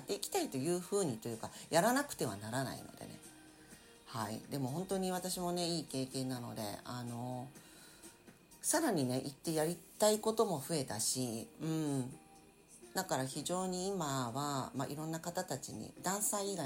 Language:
Japanese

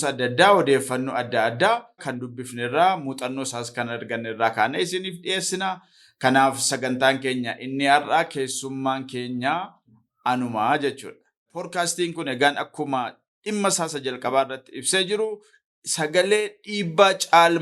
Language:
Oromo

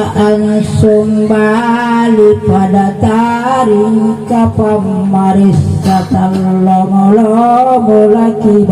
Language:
Makasar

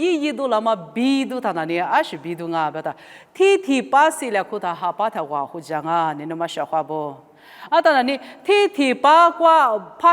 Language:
Lisu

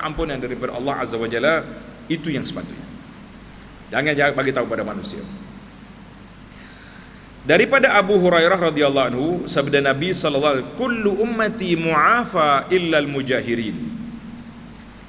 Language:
Malay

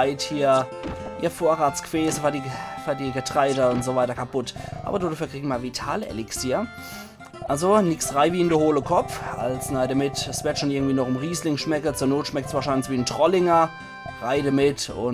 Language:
Palatine German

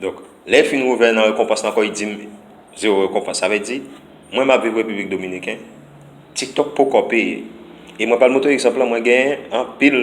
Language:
Haitian Creole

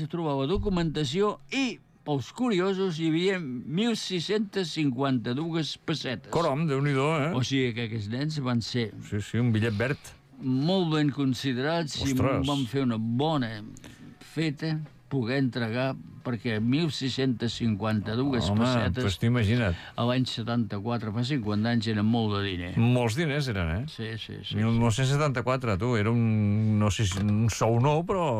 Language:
Catalan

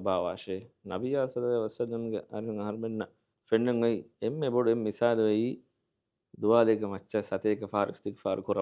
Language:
Divehi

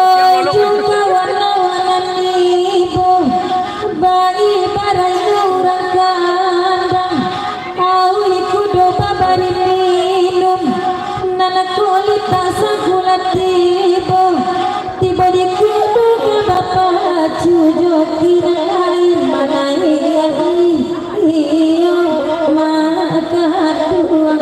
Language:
Minangkabau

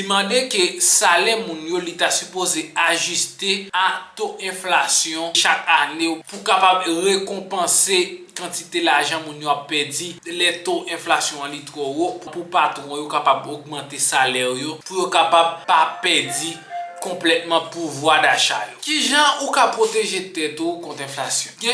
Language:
Haitian Creole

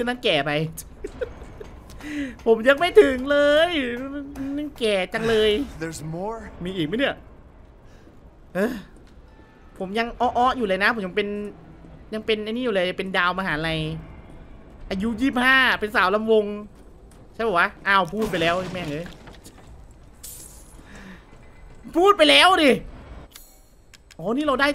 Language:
Thai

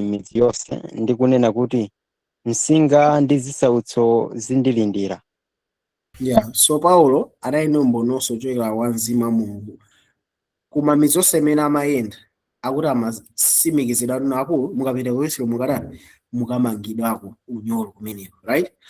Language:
Nyanja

